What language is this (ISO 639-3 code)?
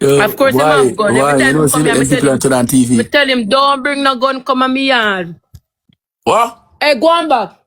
jam